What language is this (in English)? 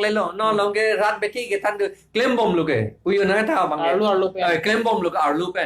Karbi